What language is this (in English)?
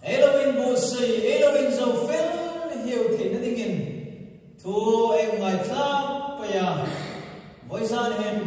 Hmar